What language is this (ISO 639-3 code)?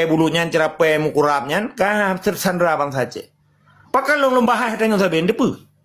ace